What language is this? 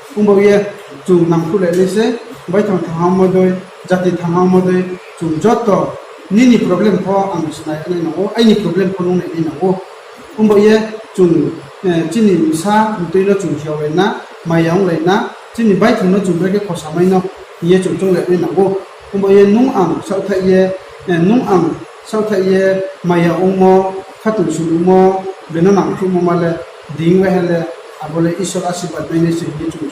Riang (India)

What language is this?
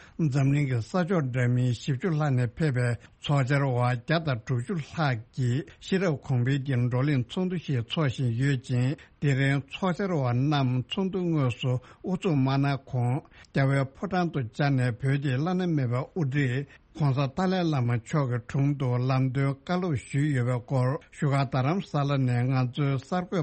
Tibetan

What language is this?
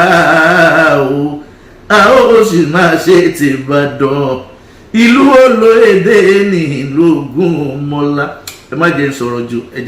Yoruba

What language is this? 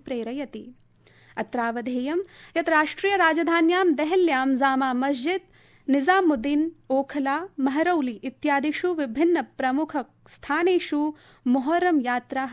Sanskrit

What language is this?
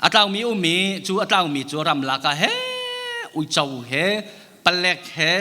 Hakha Chin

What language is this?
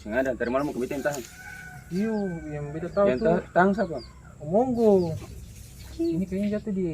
Ambonese Malay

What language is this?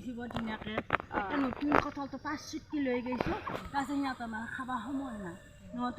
Assamese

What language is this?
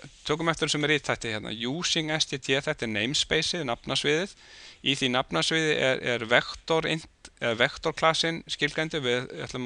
Icelandic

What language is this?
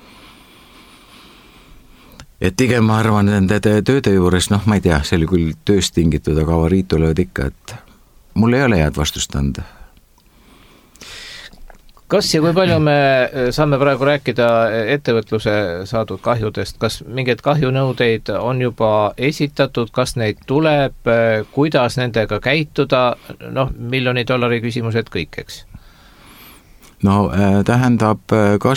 Estonian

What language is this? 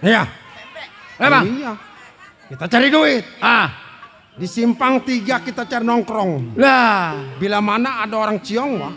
Betawi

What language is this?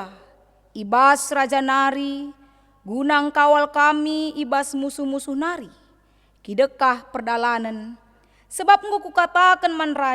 Batak Karo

